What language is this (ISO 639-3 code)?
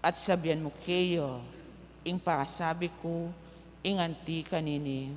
pam